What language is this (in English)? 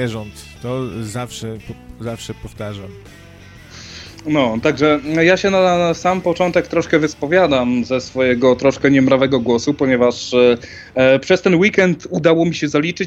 Polish